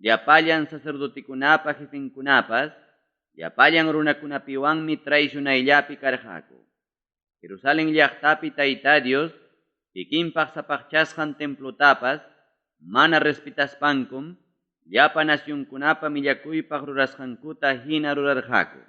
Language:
Ayacucho Quechua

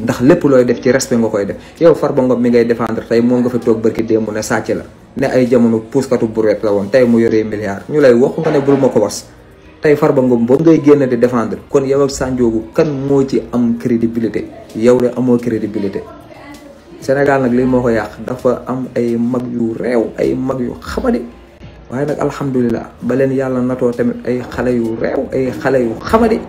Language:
Wolof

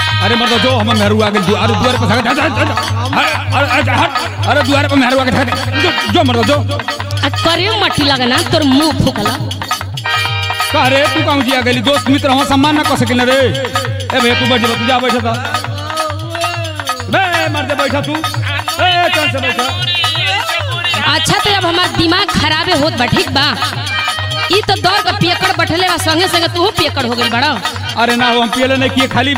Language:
Bhojpuri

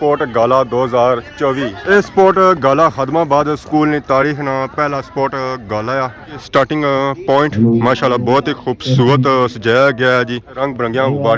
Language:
Pahari-Potwari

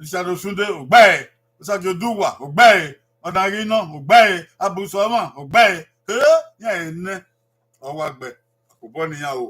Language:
Bini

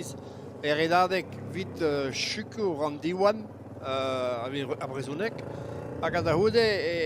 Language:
Breton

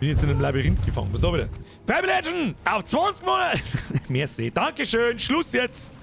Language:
Bavarian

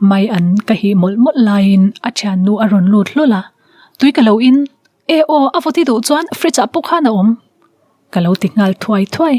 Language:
Mizo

